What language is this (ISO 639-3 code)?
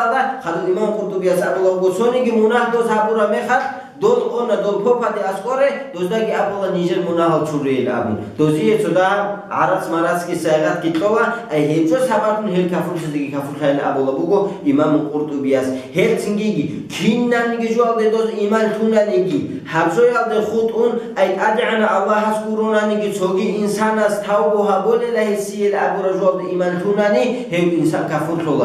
ava